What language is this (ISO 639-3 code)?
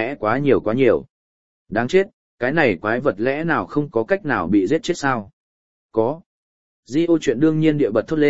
vie